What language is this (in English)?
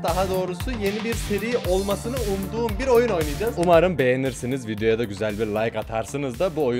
Turkish